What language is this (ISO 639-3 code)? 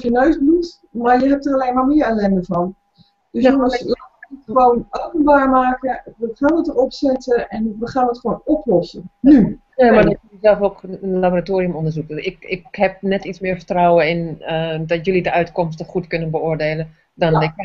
nld